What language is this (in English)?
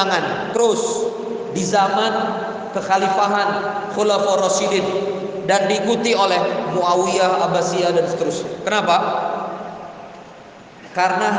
Indonesian